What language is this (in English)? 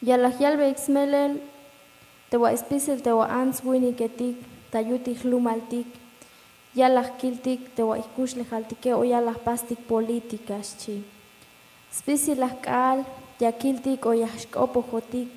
Tzeltal